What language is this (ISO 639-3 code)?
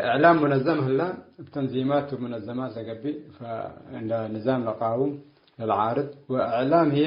tig